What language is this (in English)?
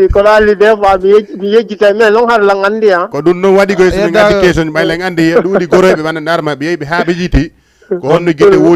Fula